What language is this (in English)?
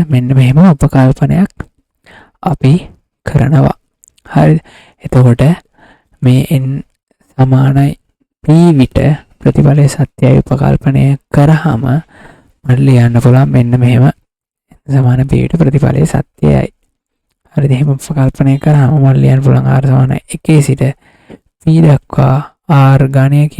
Sinhala